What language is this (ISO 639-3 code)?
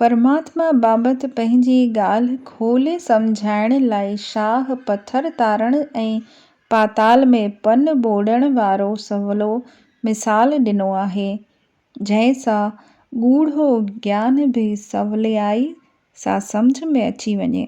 snd